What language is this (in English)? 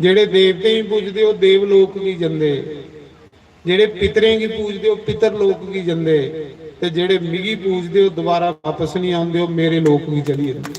Dogri